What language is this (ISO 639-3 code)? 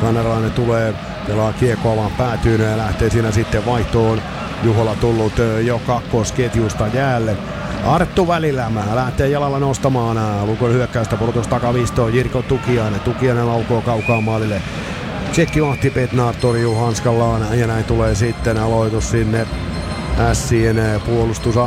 fin